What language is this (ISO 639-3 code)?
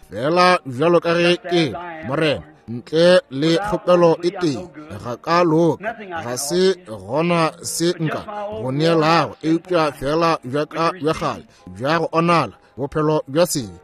nso